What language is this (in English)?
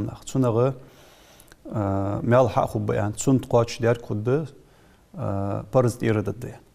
Ingush